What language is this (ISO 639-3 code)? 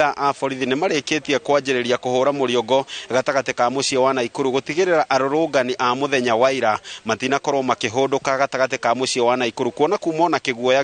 kik